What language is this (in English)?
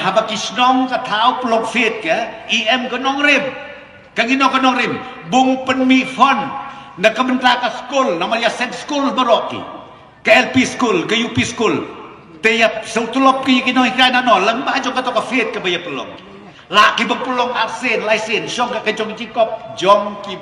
Khasi